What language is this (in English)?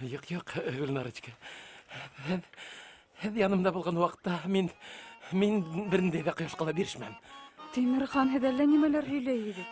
Bashkir